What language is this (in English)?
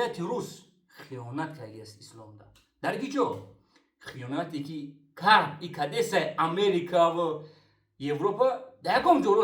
Tajik